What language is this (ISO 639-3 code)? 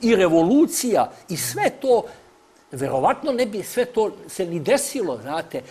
srp